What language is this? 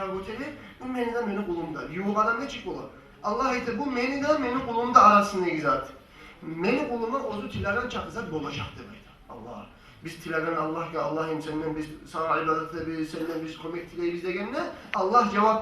Kumyk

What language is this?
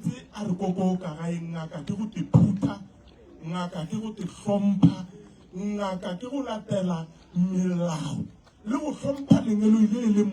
Northern Sotho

